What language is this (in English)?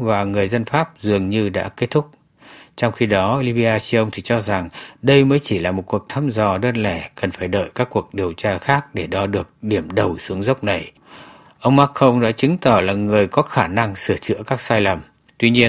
Vietnamese